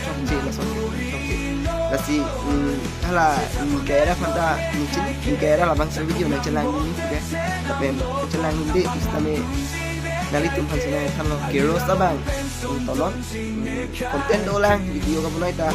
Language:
Karbi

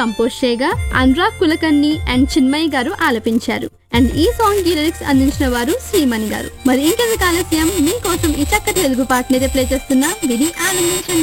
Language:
Telugu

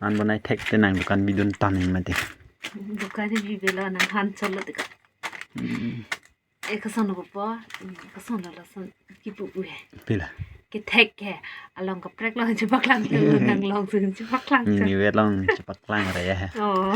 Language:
Karbi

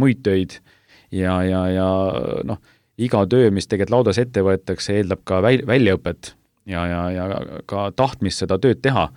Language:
Estonian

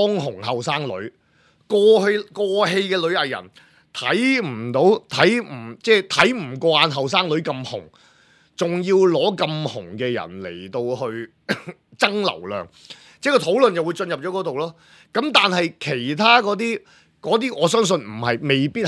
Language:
Cantonese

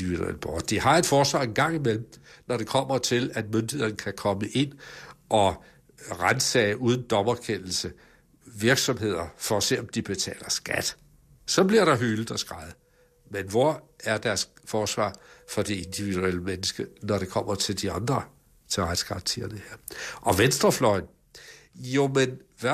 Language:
Danish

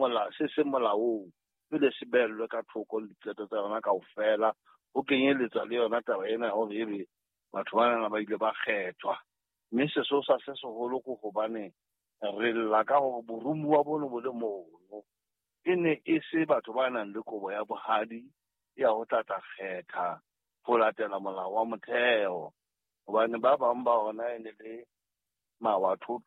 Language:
Southern Sotho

